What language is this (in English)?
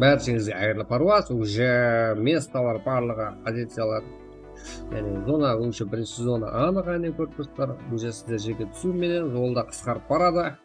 Kara-Kalpak